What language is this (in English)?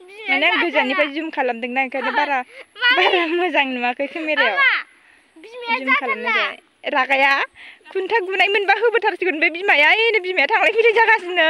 Bodo